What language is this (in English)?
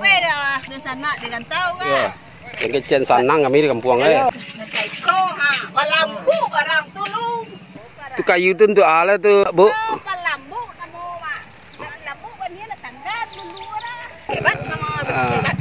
Minangkabau